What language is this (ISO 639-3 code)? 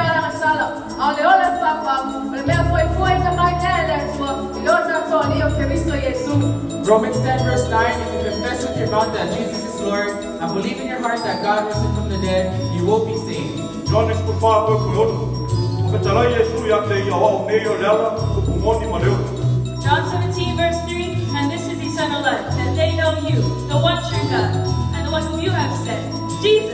smo